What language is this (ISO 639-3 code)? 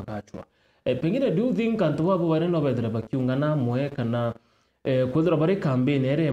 mer